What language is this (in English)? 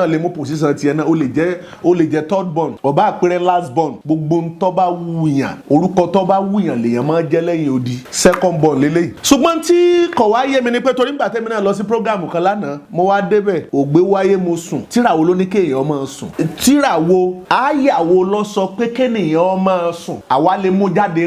Yoruba